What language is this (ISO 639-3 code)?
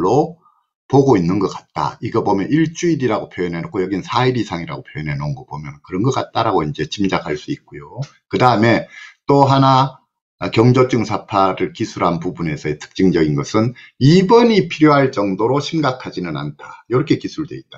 kor